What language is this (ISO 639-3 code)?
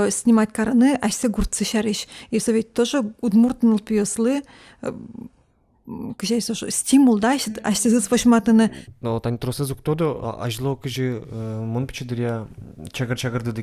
udm